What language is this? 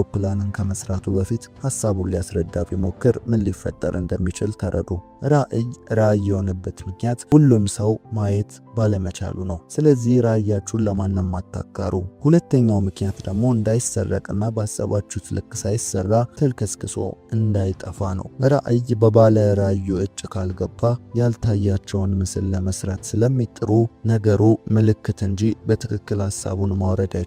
Amharic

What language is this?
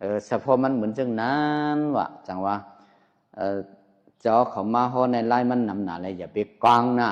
Shan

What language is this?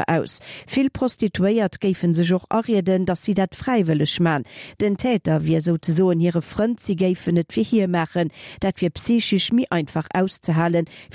Luxembourgish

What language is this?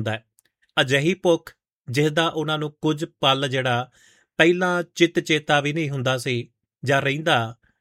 Punjabi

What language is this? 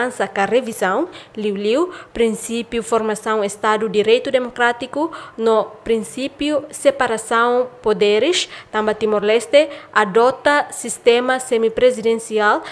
Tetum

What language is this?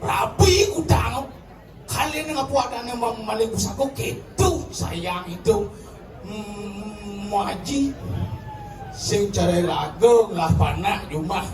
Balinese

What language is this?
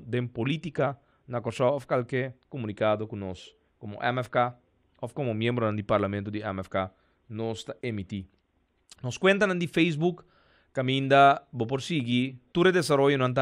Papiamento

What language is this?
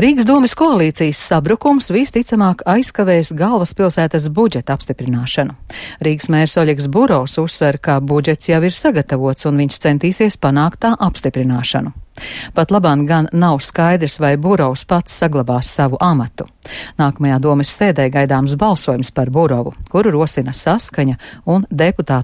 Latvian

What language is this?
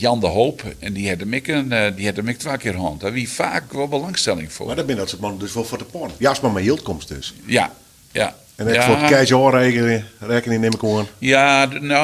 Western Frisian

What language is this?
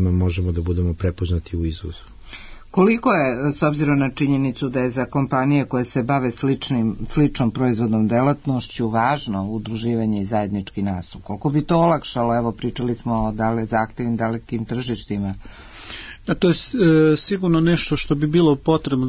Serbian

